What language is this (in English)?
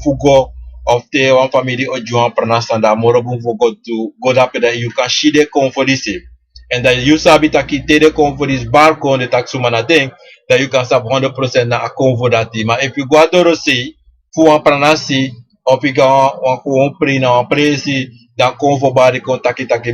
Sranan Tongo